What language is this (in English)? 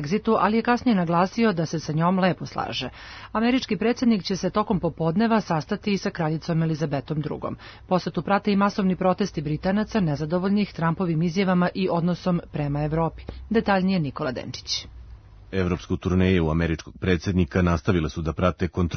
Serbian